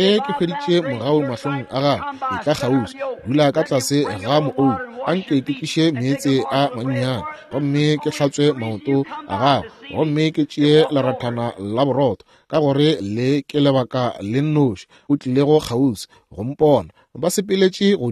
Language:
Northern Sotho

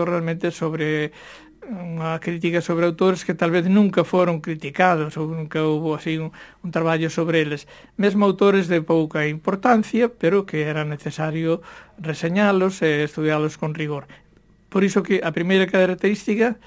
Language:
Galician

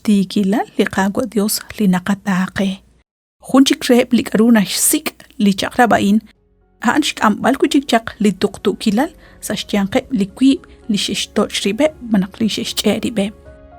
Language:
Kekchí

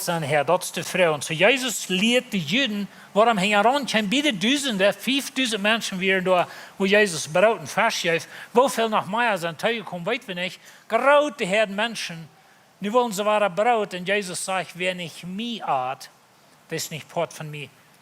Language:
Plautdietsch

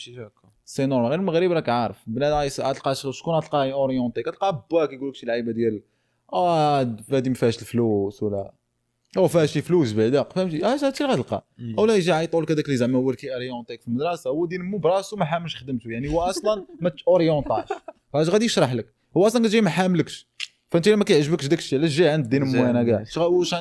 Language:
Moroccan Arabic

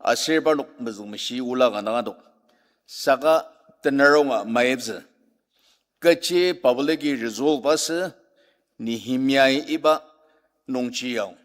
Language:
Ao Naga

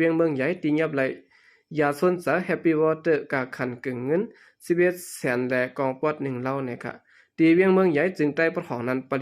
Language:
Shan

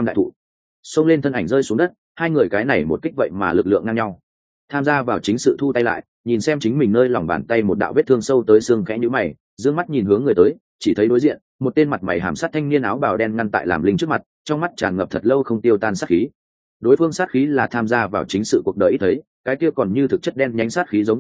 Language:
Vietnamese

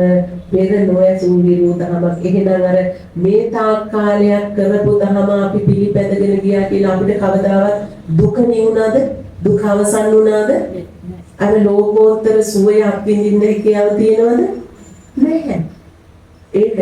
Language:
Sinhala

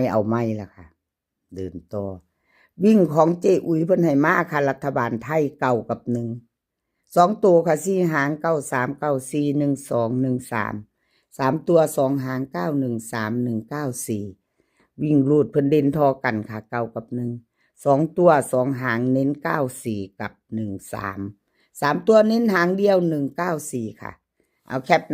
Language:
Northeastern Thai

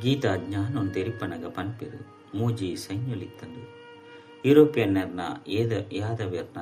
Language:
Tulu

